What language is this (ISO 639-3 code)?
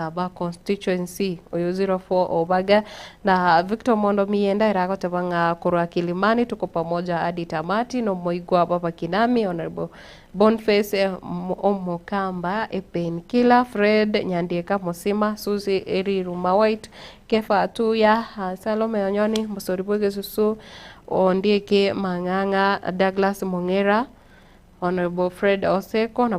guz